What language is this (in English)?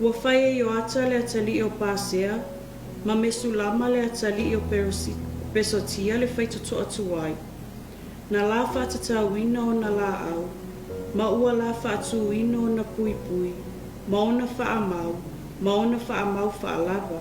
Samoan